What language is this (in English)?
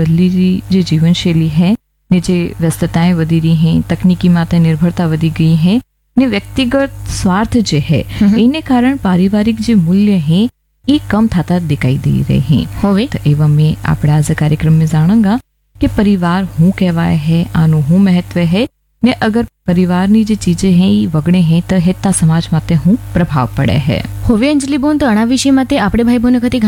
Gujarati